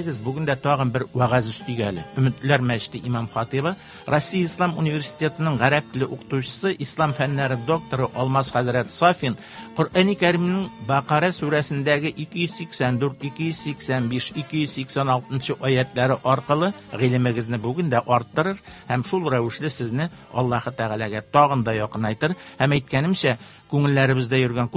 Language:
Tatar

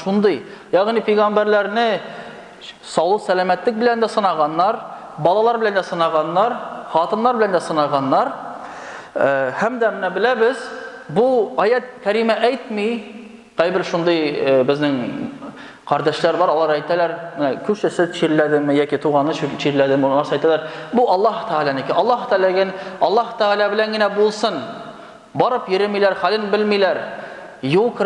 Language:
Tatar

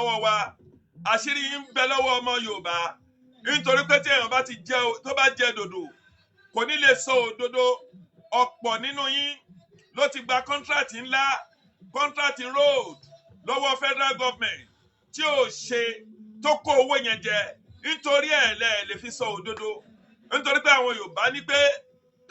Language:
Yoruba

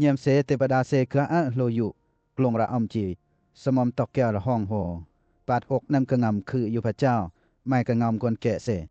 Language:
Western Lawa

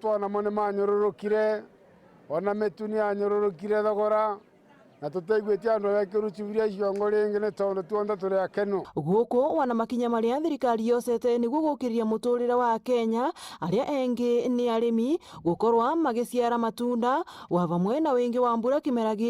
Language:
Meru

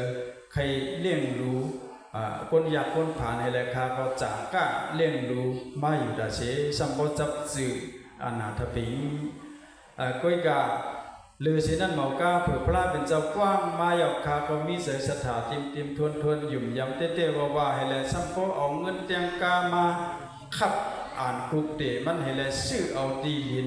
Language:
Shan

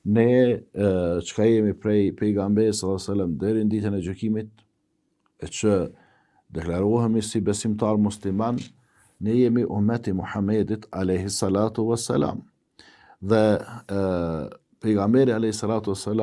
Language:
Albanian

